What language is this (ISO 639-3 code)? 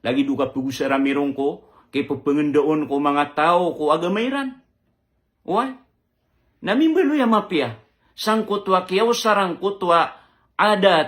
mrw